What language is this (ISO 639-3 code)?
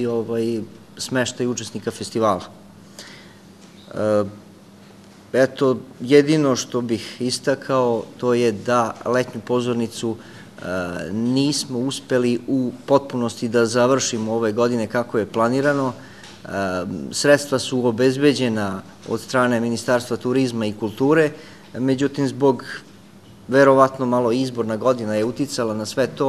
srp